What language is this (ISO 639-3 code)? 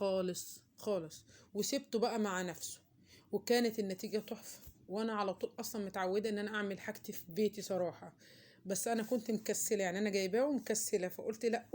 arz